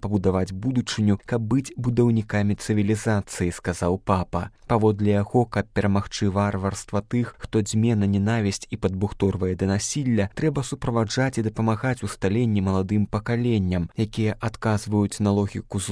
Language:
Belarusian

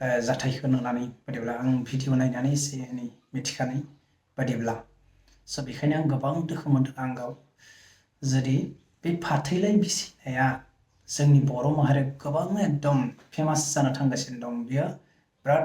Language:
Bodo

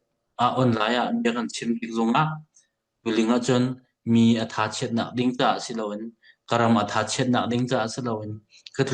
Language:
Hakha Chin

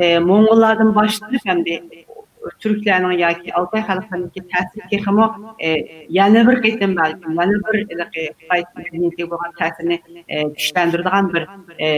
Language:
Uyghur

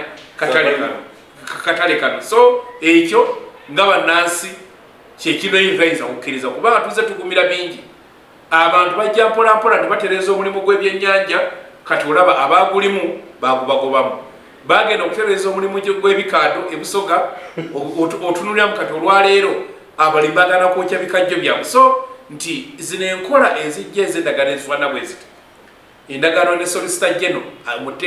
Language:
Ganda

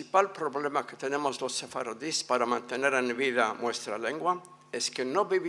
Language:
Ladino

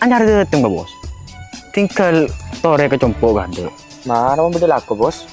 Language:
Madurese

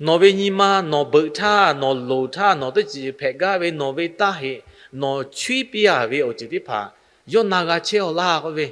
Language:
Lahu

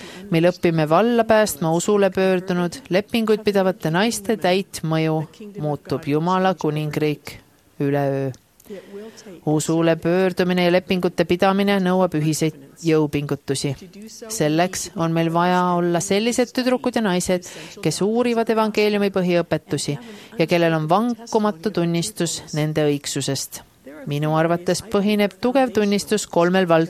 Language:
Estonian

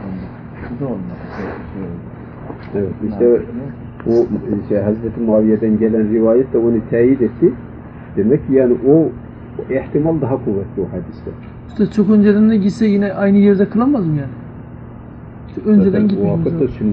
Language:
Turkish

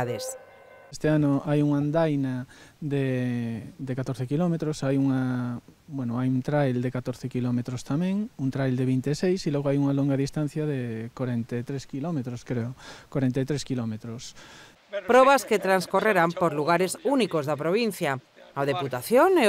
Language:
Galician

